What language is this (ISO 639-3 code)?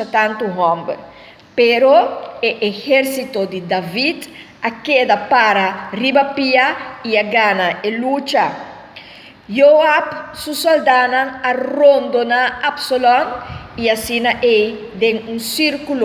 pap